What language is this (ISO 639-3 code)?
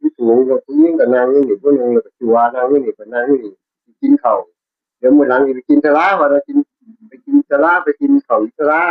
tts